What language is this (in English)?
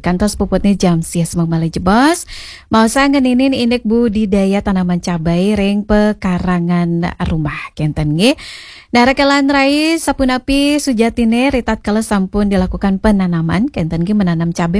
Balinese